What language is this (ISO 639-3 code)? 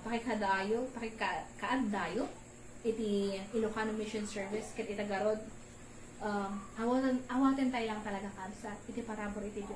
ilo